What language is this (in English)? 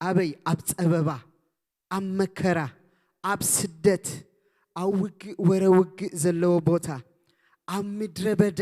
Tigrinya